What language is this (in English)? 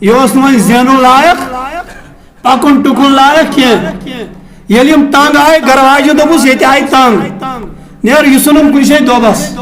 Kashmiri